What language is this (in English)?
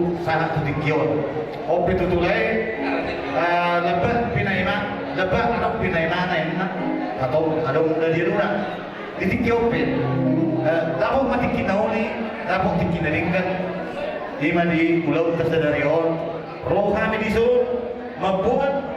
Batak Toba